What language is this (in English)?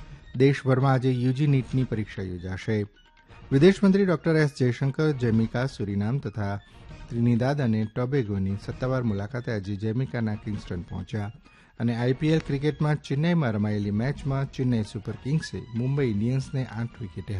Gujarati